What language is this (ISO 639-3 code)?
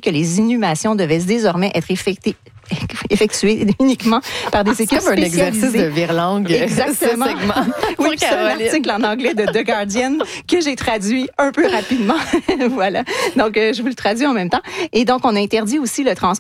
fra